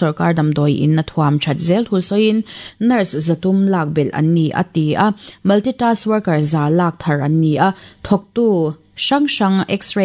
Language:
Mizo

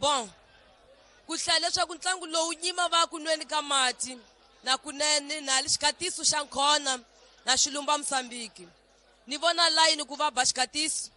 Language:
Tsonga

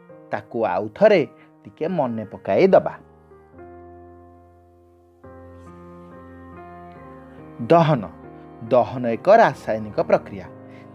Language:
Odia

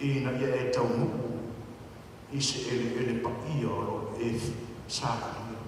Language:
Samoan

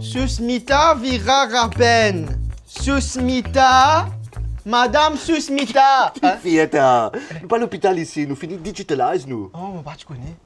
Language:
Morisyen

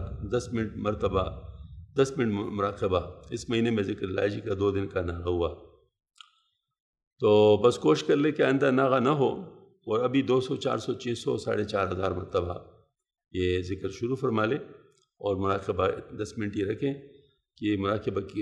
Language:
Urdu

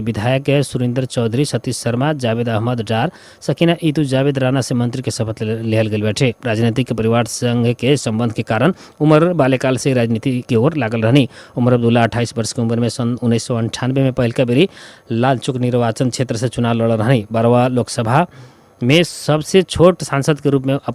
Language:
Bhojpuri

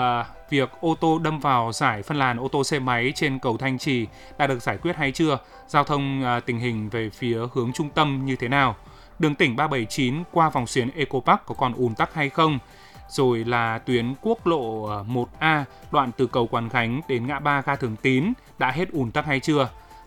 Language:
Vietnamese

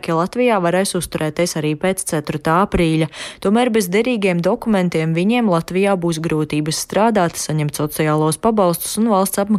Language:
Latvian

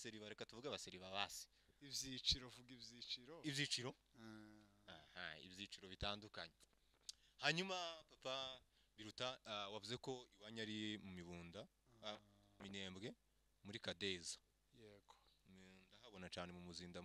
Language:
Kinyarwanda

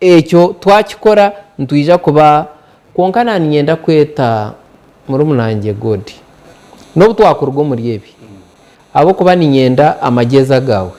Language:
Nyankole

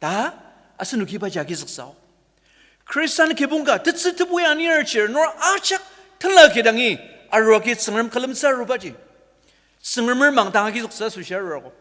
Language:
Ao Naga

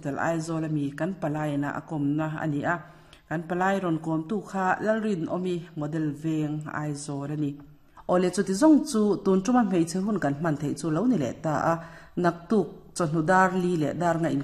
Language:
Mizo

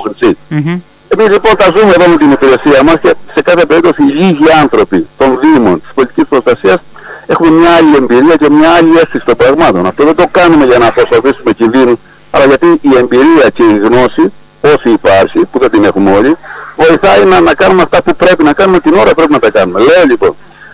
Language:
Greek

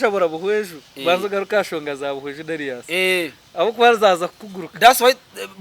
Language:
Nyankole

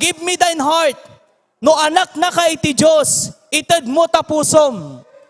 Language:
Iloko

